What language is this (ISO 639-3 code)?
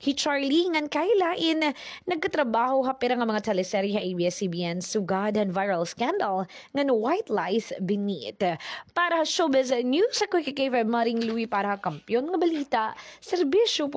war